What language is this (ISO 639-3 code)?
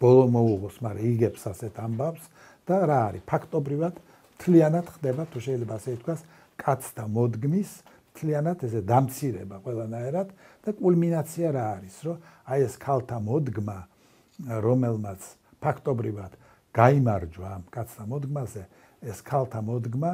kat